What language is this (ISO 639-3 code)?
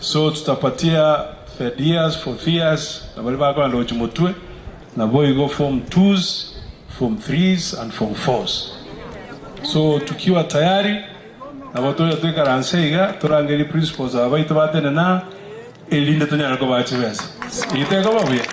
guz